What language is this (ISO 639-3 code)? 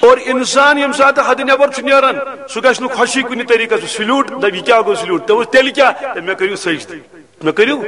kas